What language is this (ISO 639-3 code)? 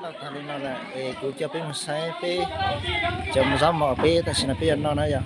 hmn